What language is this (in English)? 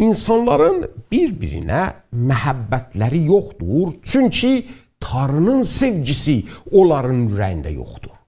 South Azerbaijani